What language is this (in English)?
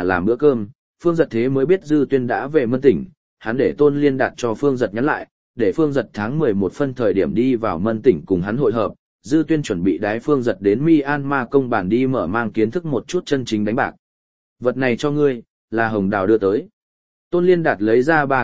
Vietnamese